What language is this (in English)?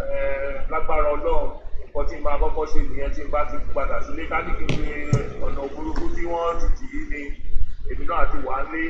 Yoruba